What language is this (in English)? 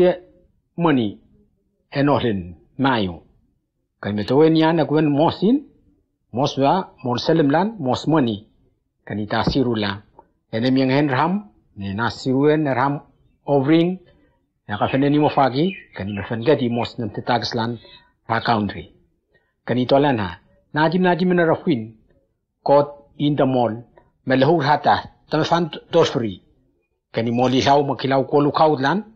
Whitesands